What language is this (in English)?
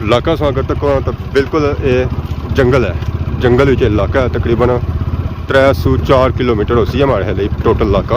Pahari-Potwari